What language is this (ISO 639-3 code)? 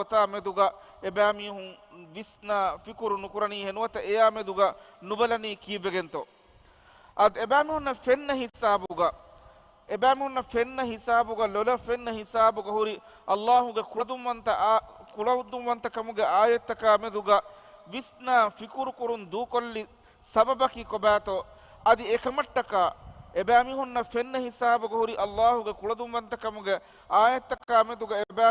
div